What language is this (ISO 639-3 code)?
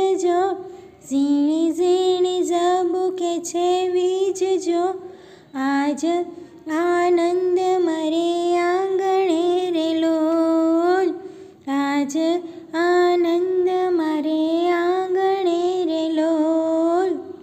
guj